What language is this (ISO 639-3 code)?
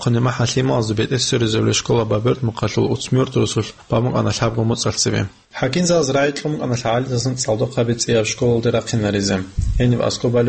ava